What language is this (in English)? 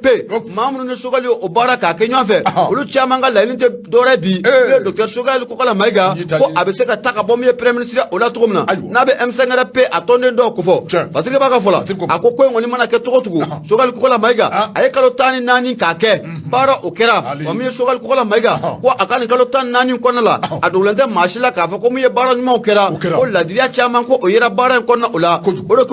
Bambara